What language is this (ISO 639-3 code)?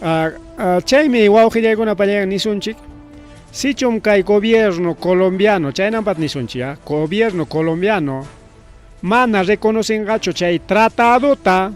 quy